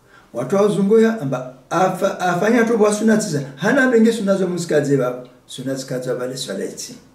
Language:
Swahili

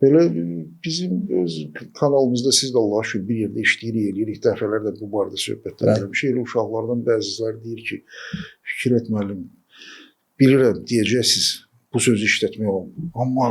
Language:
Azerbaijani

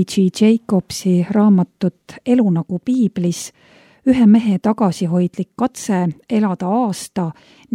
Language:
Estonian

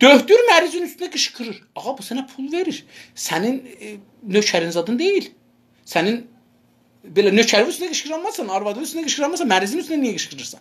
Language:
South Azerbaijani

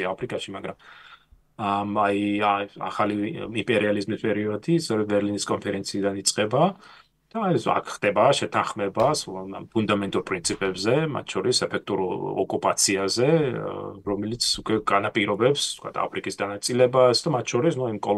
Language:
Georgian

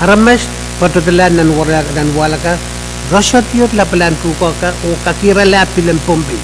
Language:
Pohnpeian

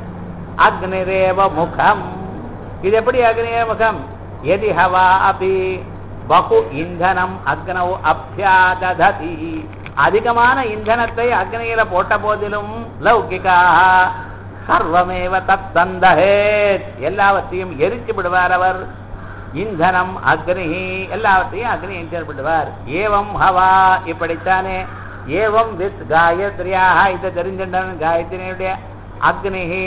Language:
Tamil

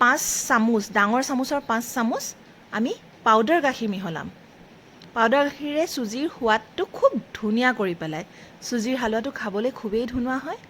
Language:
Assamese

